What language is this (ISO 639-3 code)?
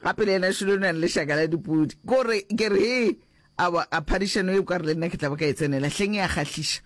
nso